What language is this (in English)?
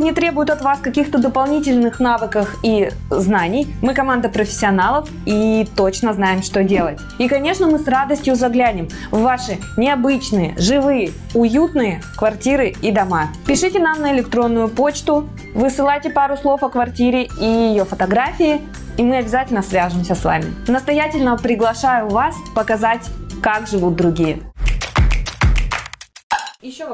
Russian